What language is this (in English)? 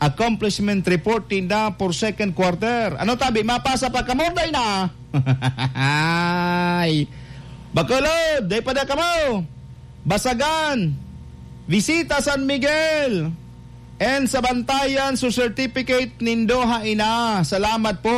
Bikol